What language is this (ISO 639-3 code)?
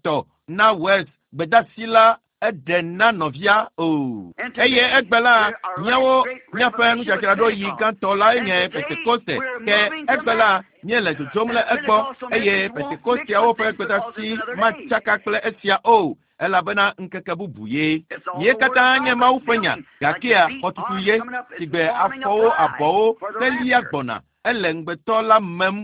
ewe